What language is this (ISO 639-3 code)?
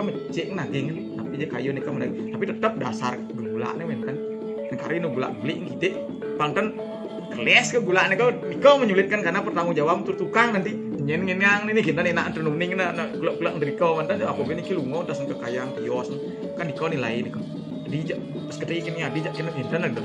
ban